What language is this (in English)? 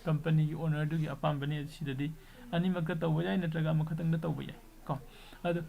Manipuri